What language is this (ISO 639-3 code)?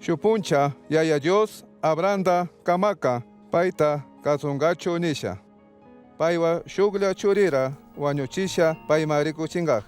qug